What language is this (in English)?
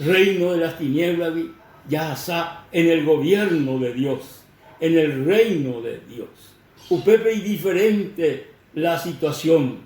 Guarani